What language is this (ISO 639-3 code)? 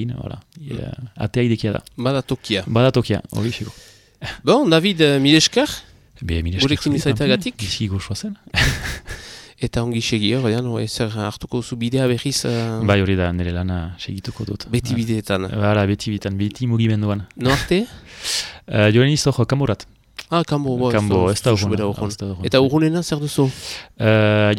eus